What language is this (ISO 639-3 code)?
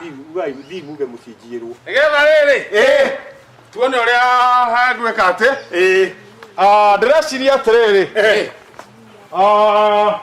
kik